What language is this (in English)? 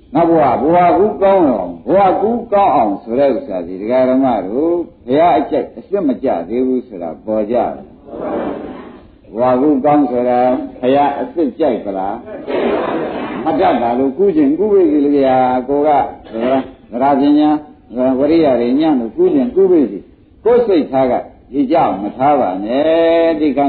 Burmese